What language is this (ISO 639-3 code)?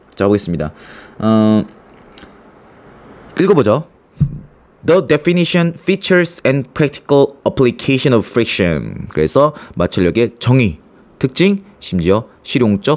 kor